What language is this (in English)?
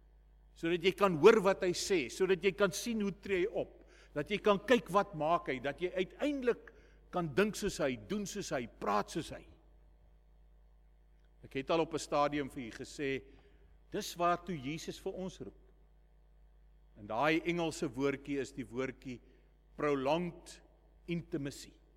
Afrikaans